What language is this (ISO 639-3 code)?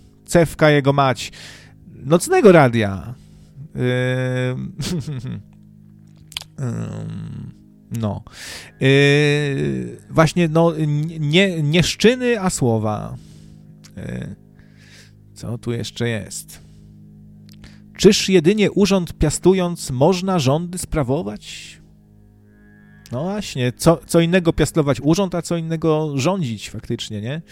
pol